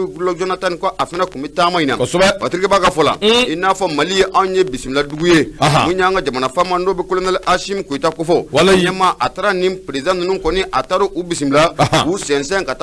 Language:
Bambara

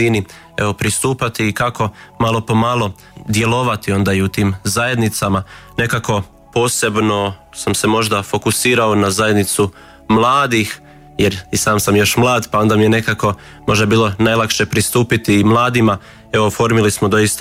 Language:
Croatian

